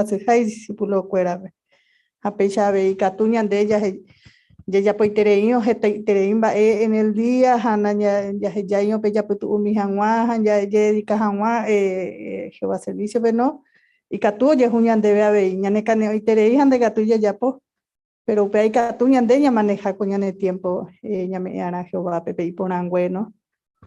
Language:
Guarani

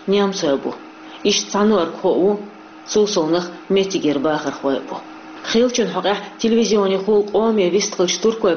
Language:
Chechen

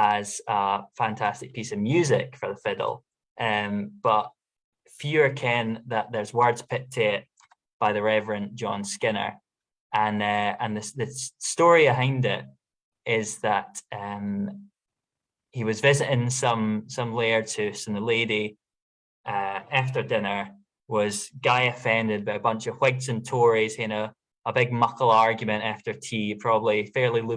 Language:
Scots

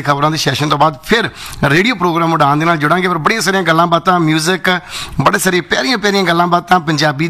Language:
Punjabi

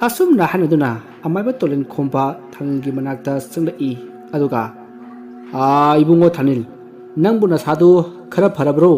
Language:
Manipuri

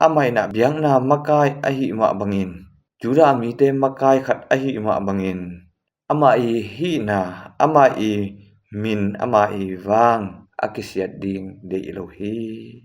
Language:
Tedim Chin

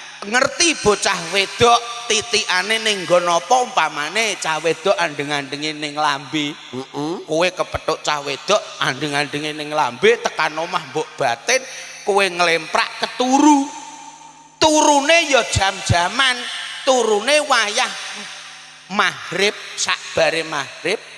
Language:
Javanese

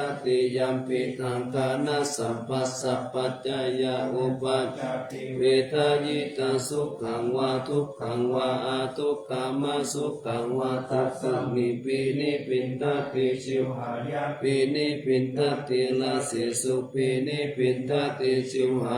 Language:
Pali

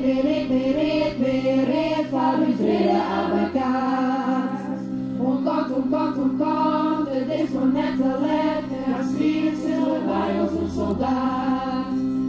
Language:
Western Frisian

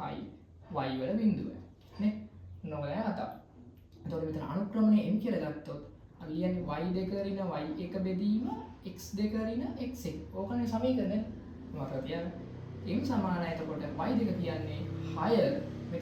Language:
Sinhala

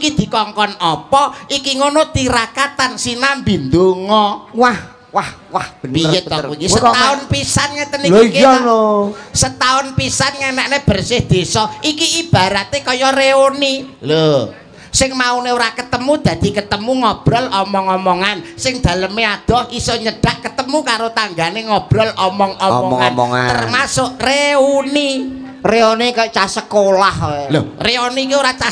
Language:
Javanese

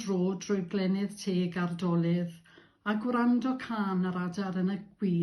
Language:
Welsh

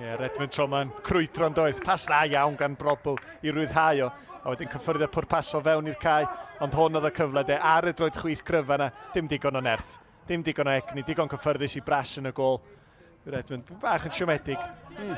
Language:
Welsh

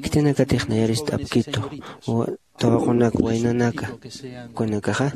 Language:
Aymara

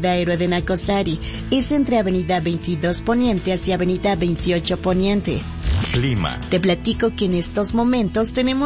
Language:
Spanish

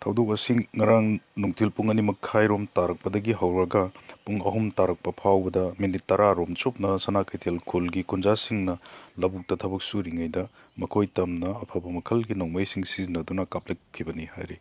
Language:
Manipuri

